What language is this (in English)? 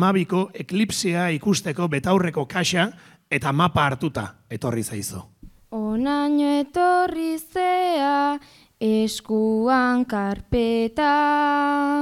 Basque